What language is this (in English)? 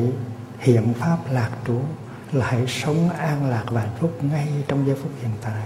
Vietnamese